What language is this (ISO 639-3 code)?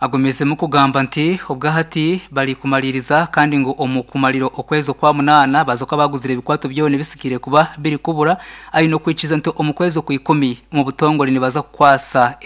nyn